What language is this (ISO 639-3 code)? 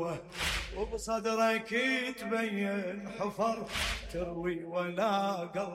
acm